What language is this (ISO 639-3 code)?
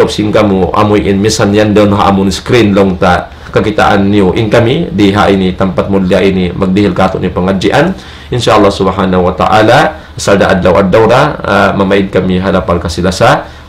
tsg